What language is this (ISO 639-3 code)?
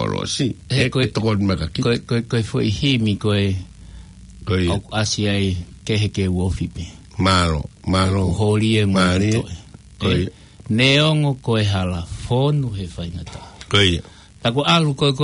ton